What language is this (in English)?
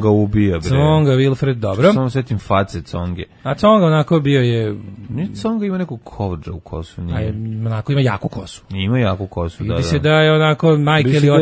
Serbian